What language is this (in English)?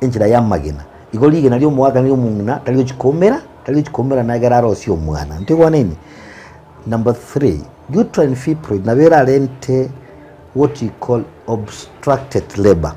Gusii